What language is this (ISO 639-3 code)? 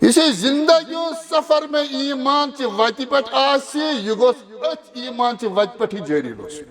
kas